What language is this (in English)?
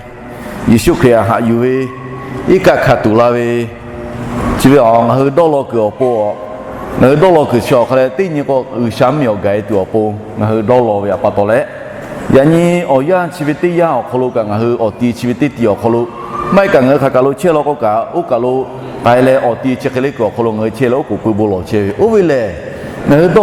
Lahu